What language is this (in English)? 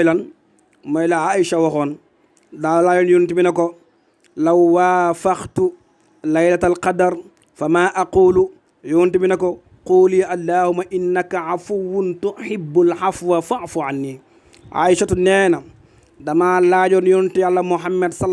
Wolof